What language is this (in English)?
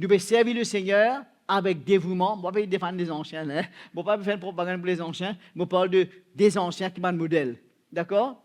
Morisyen